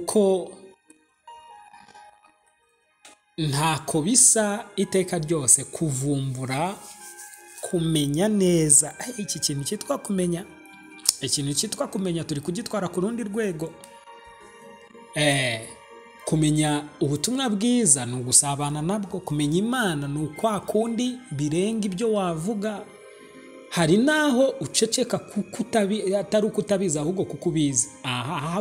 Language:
Kinyarwanda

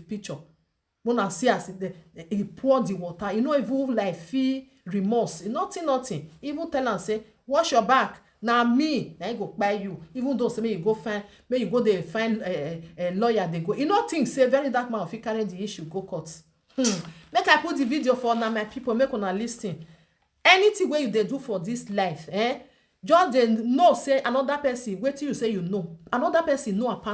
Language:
Nigerian Pidgin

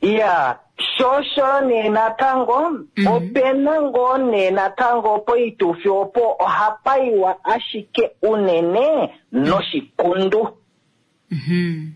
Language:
Kuanyama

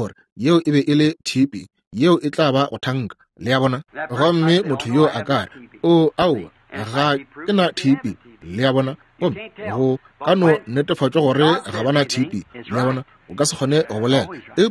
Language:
Northern Sotho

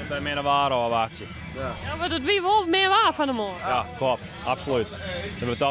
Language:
Western Frisian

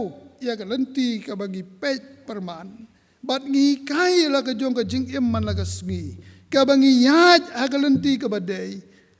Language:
Khasi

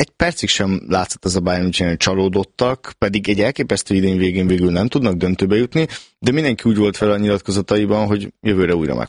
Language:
Hungarian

